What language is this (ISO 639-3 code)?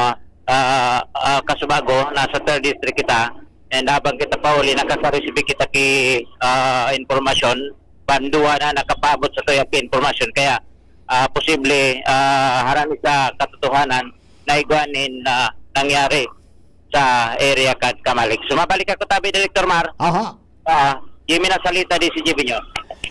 bik